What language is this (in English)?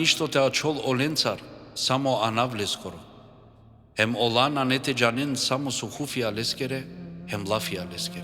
Balkan Romani